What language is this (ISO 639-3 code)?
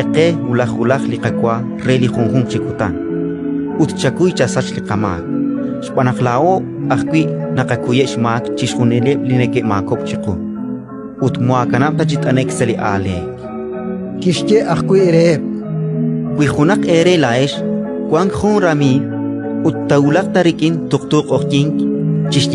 kek